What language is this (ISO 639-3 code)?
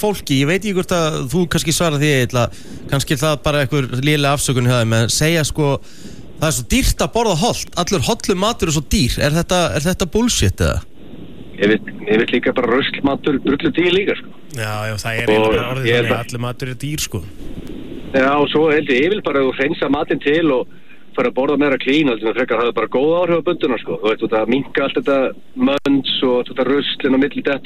isl